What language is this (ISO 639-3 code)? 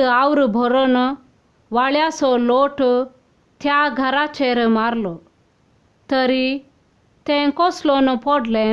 kok